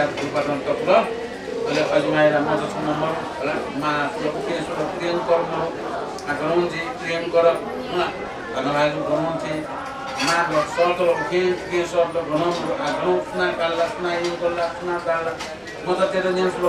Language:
Newari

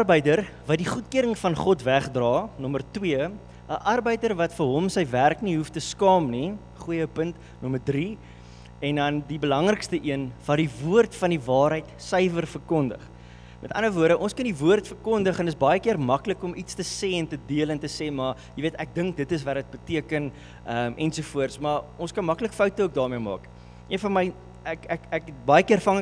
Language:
Afrikaans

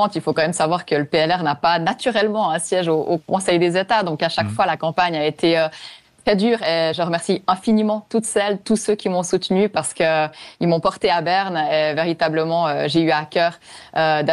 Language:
French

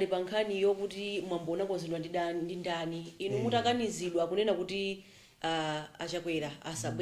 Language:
Nyanja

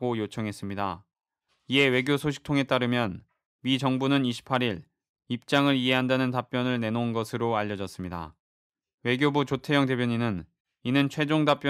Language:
Korean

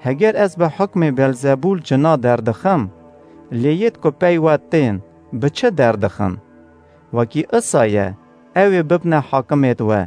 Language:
Kurdish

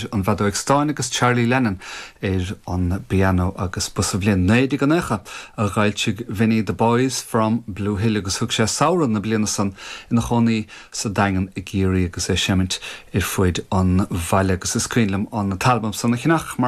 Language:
Irish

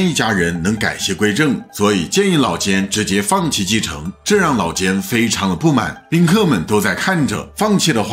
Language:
Chinese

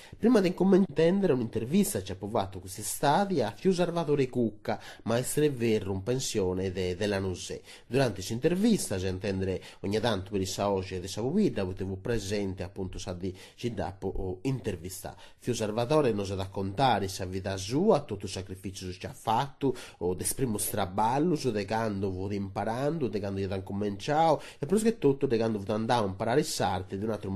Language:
Sardinian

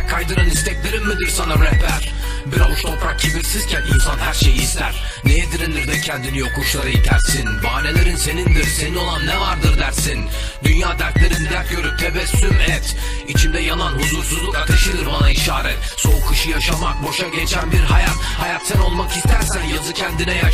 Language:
Turkish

